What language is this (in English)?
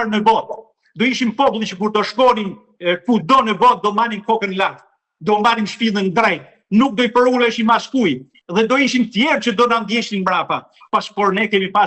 Albanian